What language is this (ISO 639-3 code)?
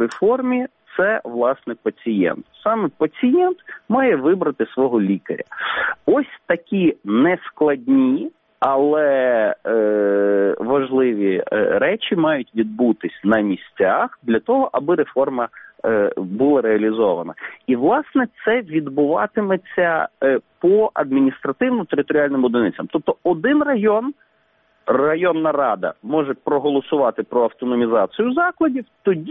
ukr